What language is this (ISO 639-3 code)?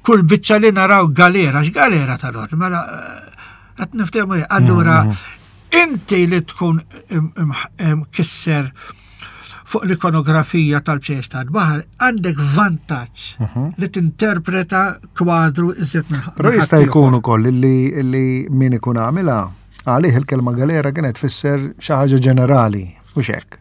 mlt